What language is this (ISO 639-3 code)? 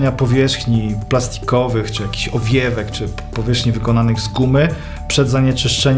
pol